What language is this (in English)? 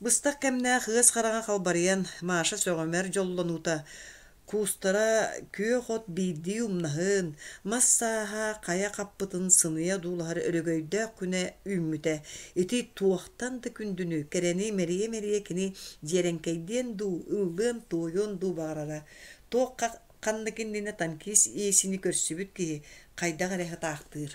Yakut